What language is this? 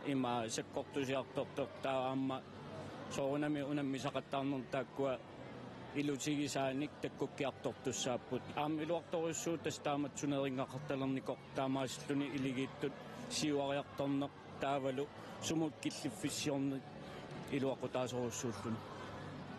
Kalaallisut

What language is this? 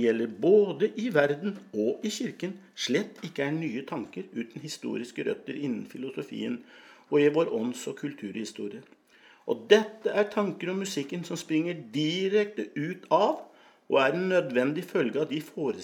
Norwegian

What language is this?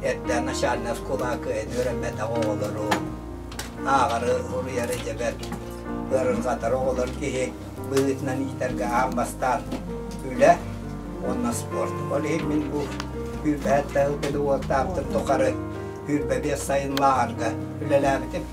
Yakut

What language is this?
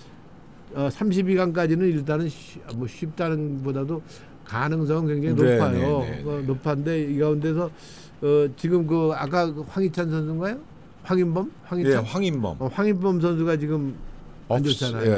Korean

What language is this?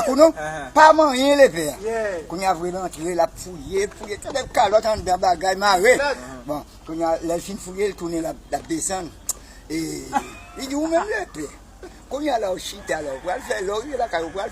Haitian Creole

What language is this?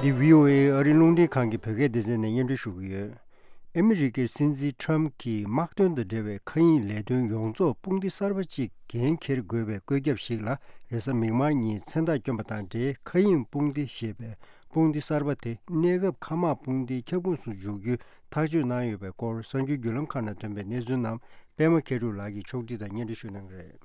Tibetan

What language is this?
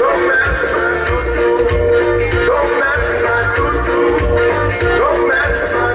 Tongan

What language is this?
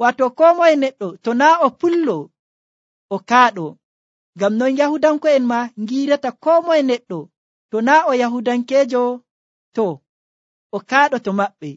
Nigerian Fulfulde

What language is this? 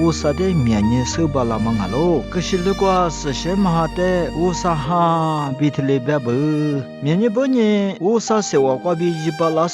Lisu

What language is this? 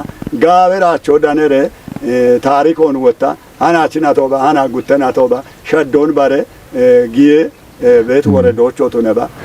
Kafa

